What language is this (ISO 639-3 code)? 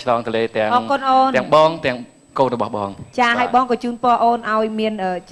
khm